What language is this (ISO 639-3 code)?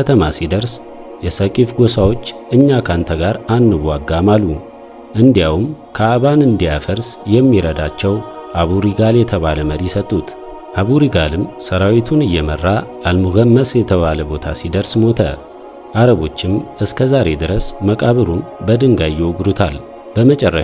amh